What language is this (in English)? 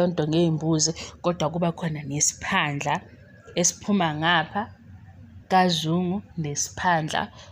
Zulu